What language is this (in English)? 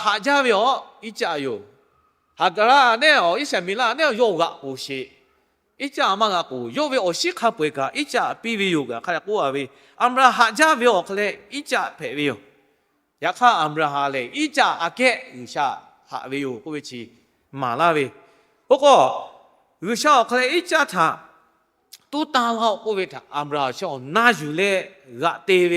Lahu